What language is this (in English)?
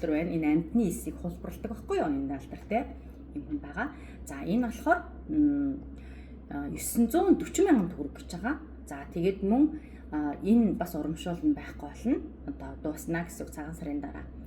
Mongolian